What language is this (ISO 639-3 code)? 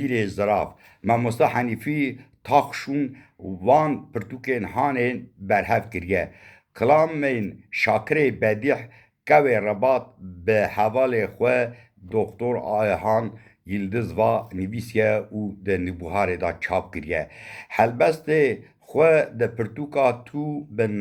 kur